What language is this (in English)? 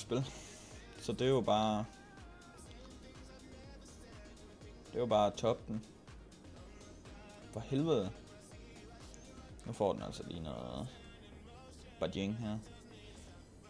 Danish